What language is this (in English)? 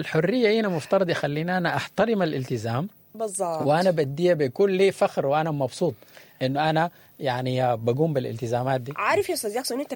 Sudanese Arabic